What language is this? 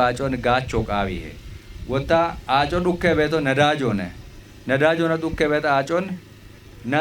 Kafa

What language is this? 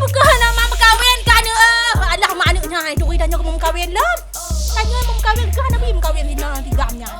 Achinese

